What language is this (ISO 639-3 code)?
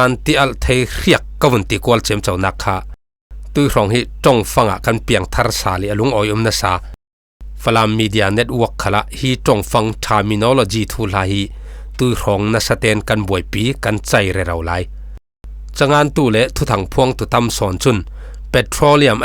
cfm